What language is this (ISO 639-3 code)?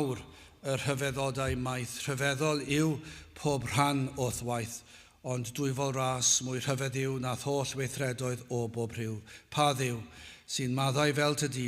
cym